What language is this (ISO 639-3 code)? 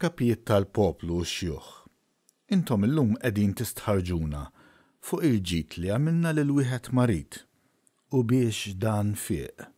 mlt